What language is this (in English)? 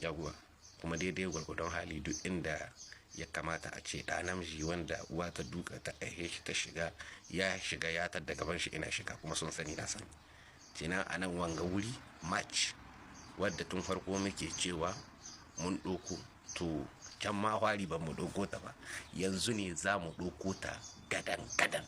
Hausa